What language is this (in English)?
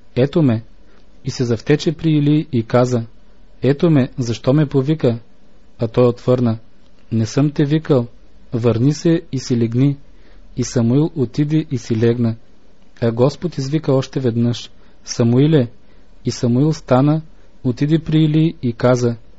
Bulgarian